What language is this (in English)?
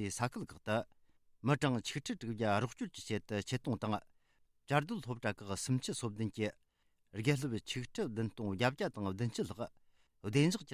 Tibetan